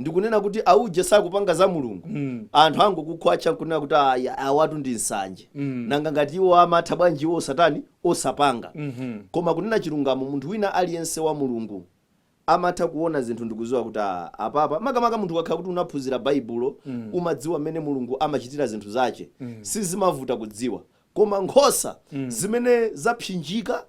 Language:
Nyanja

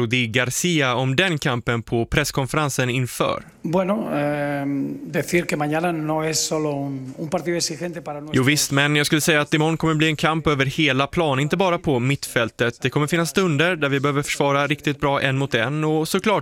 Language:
Swedish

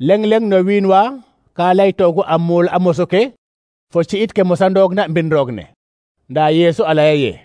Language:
Serer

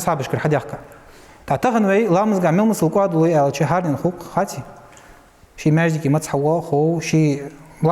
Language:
Ingush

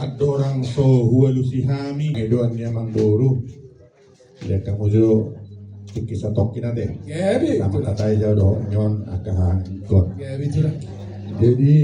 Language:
Batak Toba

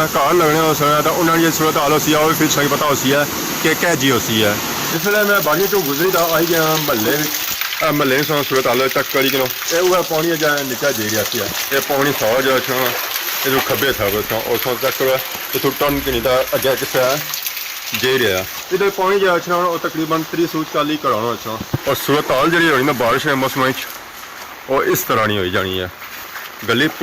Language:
Pahari-Potwari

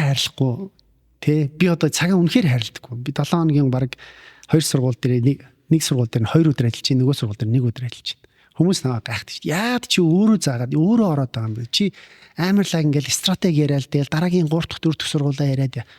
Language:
Mongolian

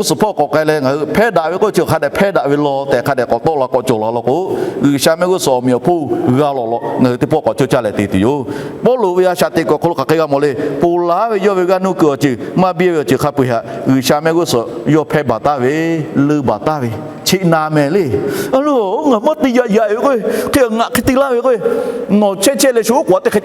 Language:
Lahu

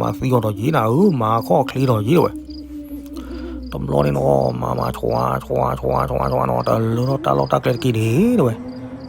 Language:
S'gaw Karen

